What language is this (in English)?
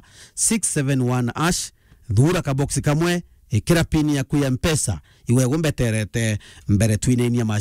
Meru